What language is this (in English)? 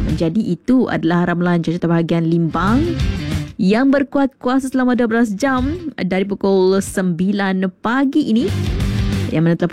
Malay